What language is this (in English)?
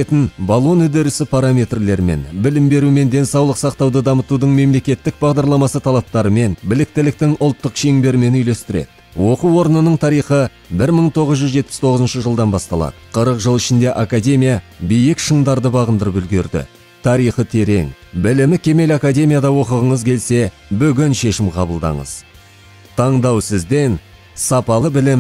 Kazakh